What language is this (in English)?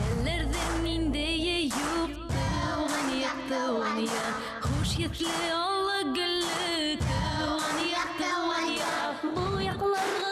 Bashkir